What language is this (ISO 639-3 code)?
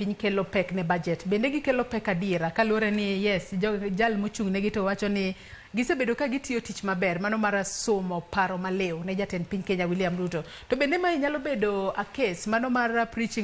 luo